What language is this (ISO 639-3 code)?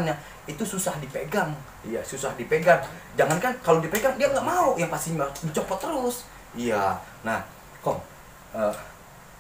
bew